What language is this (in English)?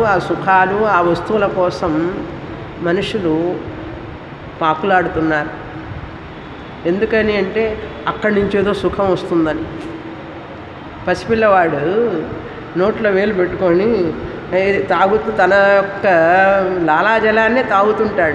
Telugu